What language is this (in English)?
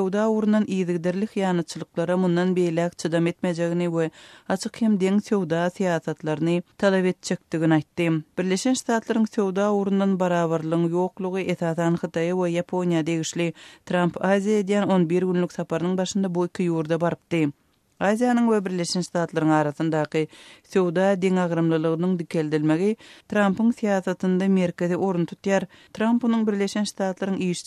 Turkmen